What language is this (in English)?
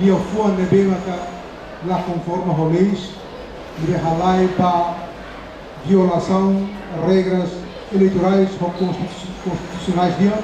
Tetum